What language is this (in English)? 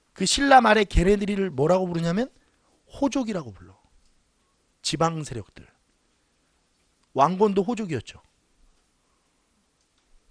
Korean